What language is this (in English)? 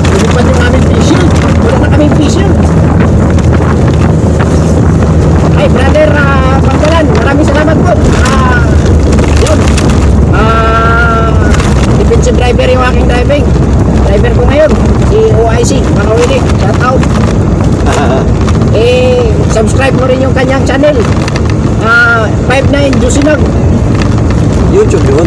Filipino